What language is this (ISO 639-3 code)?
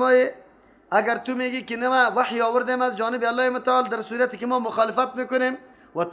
fas